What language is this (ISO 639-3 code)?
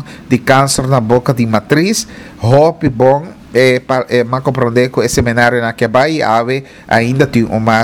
pap